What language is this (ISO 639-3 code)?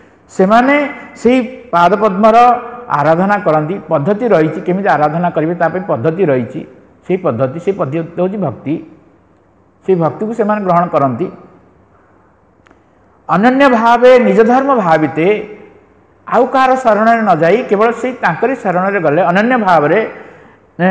ori